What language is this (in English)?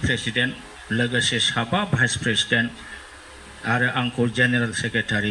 Bodo